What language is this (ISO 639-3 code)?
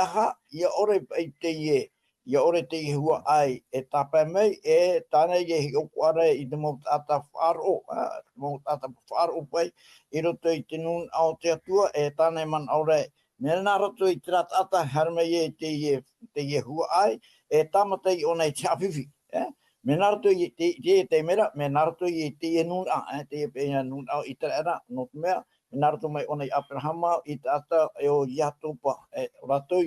tah